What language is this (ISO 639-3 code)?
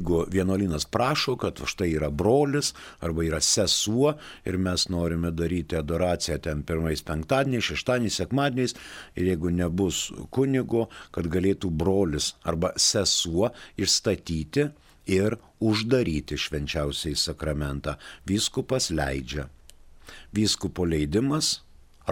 lit